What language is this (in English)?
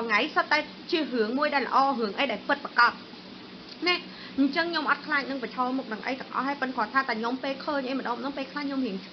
Khmer